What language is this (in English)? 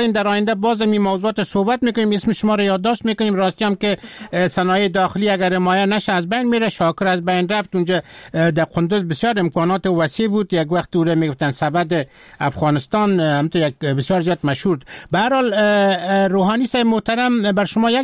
Persian